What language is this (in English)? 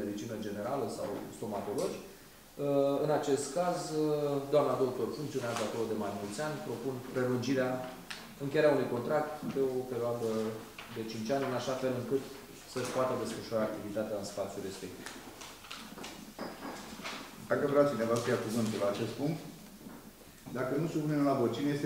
Romanian